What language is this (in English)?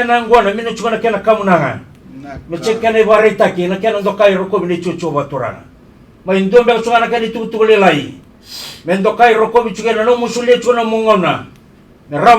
Fijian